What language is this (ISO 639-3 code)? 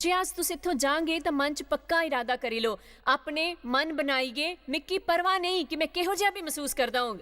doi